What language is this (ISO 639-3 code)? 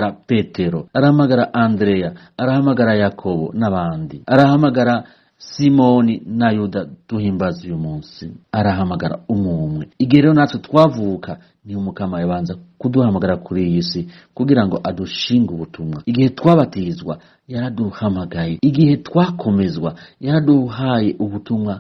run